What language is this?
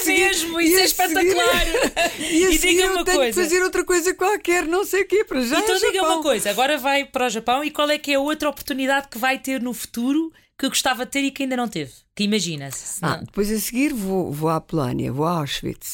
Portuguese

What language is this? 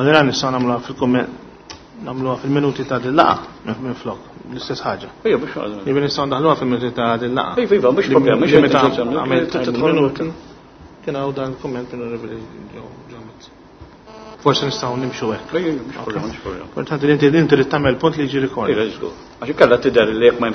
Maltese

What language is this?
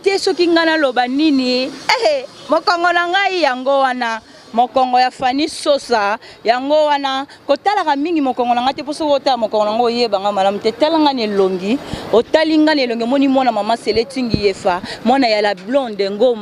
Lingala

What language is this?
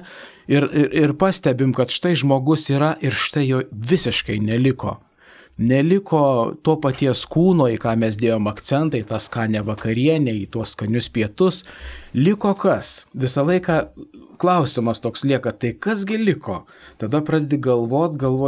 Lithuanian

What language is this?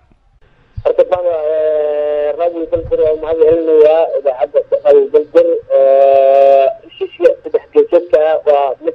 Somali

